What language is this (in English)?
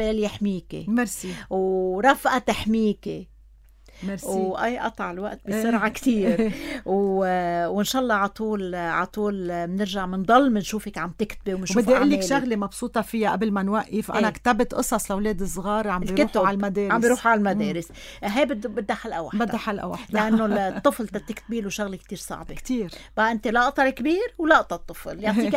North Levantine Arabic